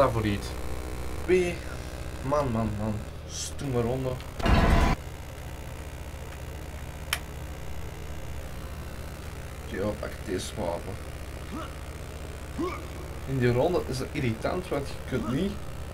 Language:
Dutch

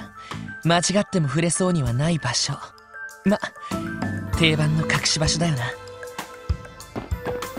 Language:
Japanese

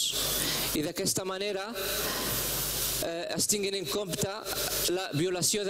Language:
Catalan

